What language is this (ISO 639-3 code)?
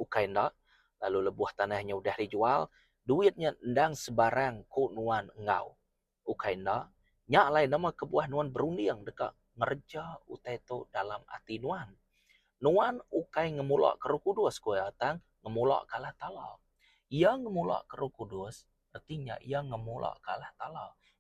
iba